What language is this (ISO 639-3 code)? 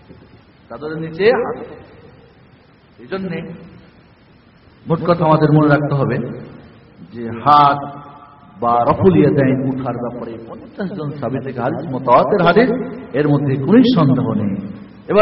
ben